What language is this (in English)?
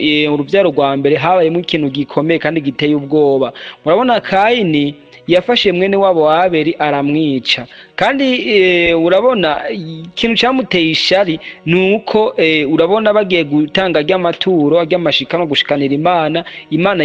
Rundi